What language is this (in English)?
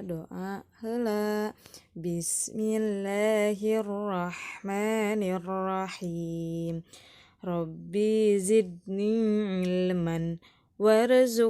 Sundanese